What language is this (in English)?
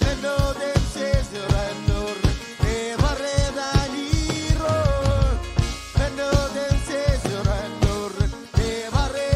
Marshallese